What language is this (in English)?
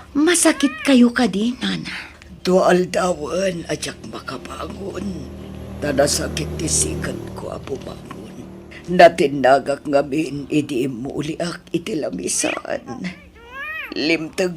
Iloko